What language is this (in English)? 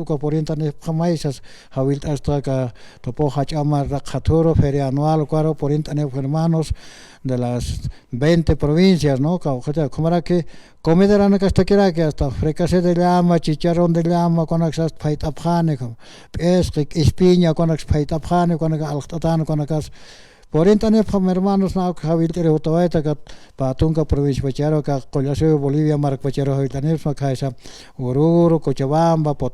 Aymara